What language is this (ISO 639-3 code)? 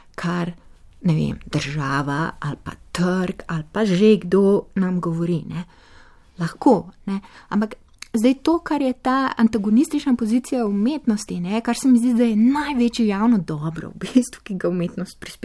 slv